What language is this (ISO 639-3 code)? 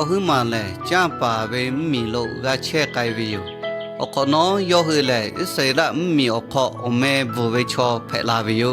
lhu